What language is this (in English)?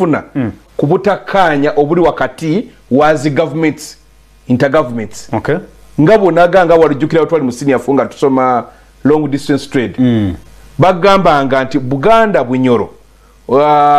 Ganda